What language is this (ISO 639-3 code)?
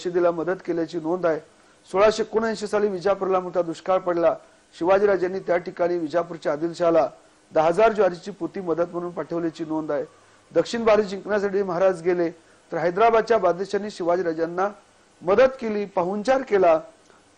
mar